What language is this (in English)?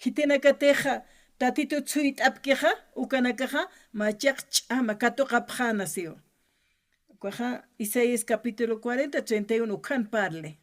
Aymara